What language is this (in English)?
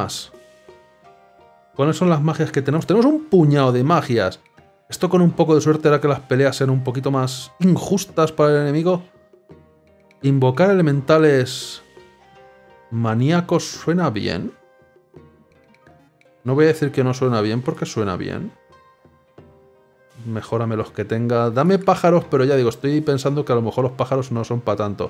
Spanish